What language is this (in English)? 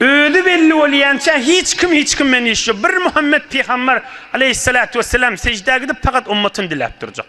Turkmen